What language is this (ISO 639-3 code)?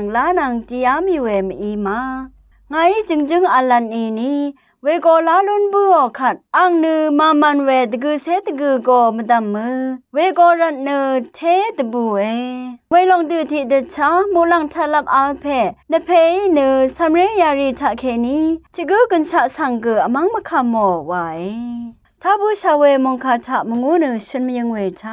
raw